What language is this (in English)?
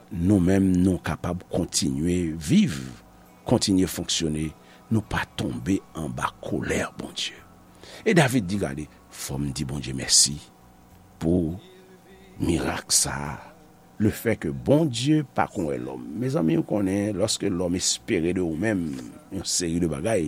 Haitian Creole